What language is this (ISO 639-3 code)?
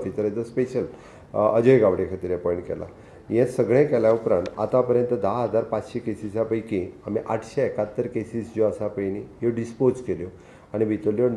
kok